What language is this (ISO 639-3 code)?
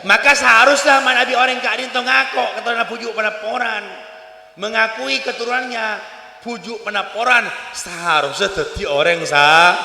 mad